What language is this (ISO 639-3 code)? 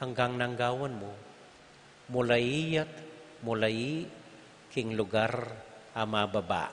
pam